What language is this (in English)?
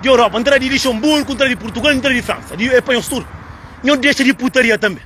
Kabuverdianu